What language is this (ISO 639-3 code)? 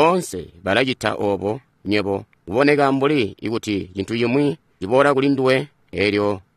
toi